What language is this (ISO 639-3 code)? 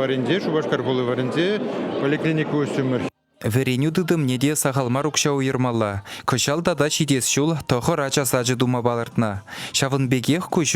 chv